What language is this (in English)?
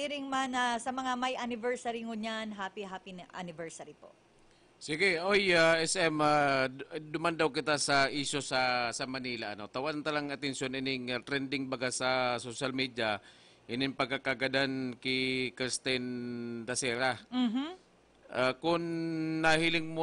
Bikol